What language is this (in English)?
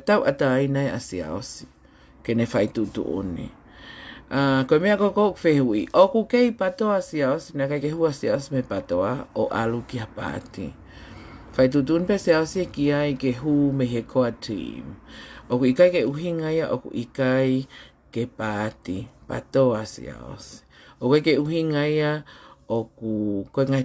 Tongan